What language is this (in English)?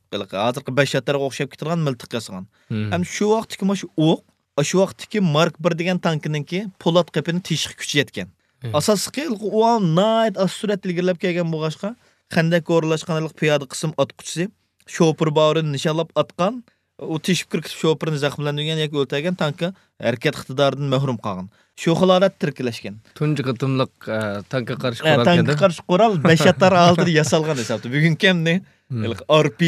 Uyghur